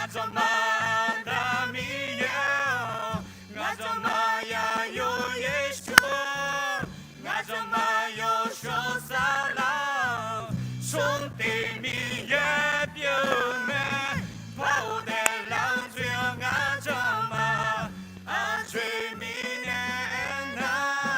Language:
Akha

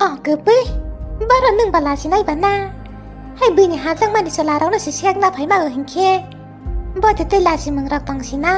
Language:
Kok Borok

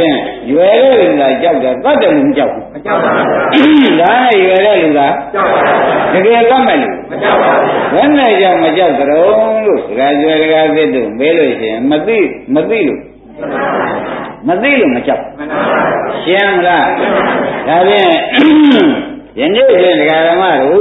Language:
Burmese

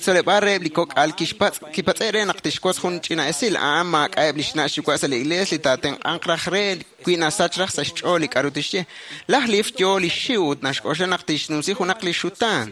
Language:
Kekchí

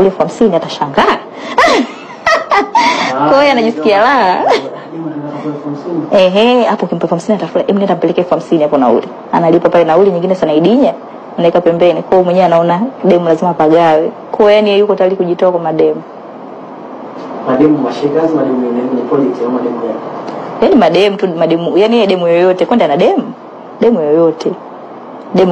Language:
Swahili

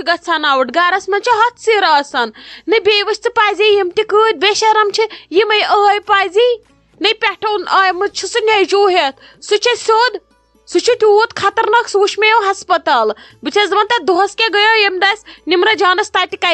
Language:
Kashmiri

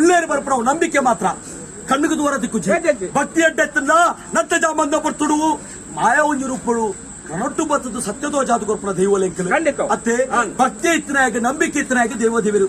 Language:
Tulu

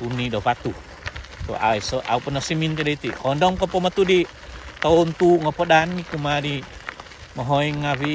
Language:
Central Dusun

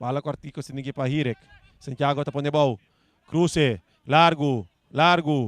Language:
Papiamento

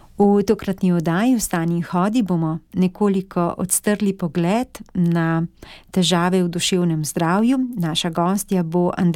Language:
Slovenian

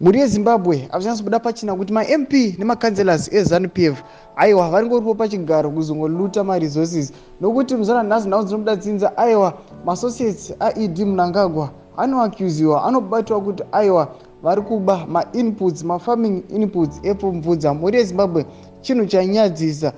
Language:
Shona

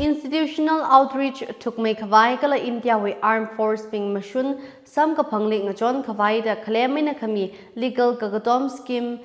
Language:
Tangkhul Naga (India)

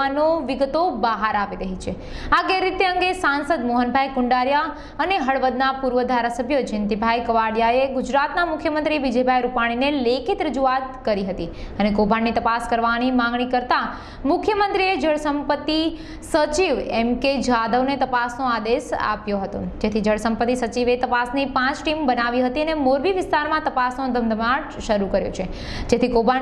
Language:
Gujarati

